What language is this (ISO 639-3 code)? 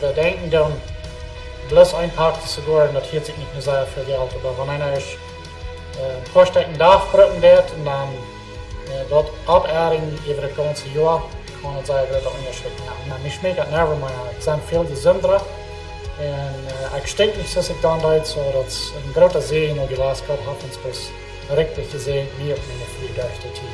pdt